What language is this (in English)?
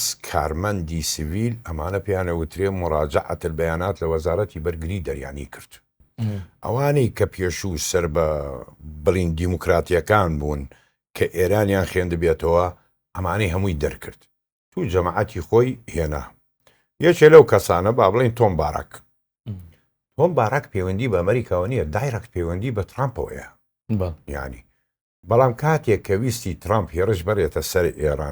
Central Kurdish